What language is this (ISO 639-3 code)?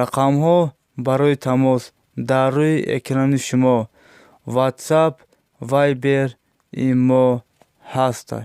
tgk